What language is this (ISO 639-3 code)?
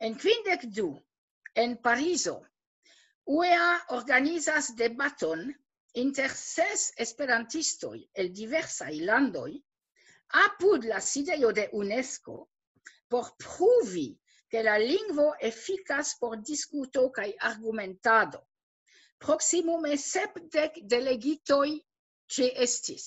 epo